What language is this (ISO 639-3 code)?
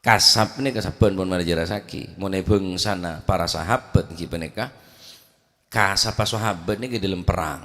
mad